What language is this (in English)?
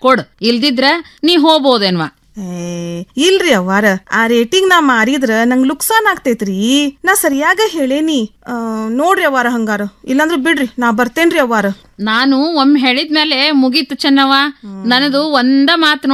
Kannada